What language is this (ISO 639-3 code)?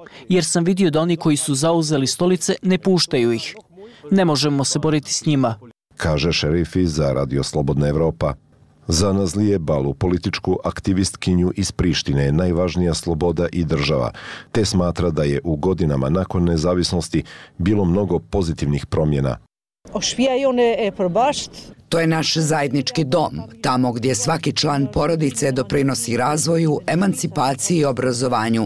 bos